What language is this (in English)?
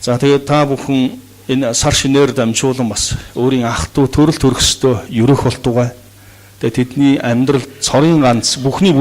Mongolian